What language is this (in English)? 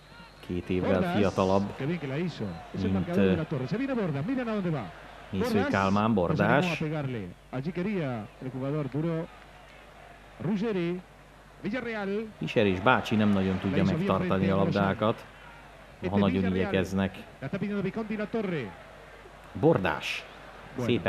Hungarian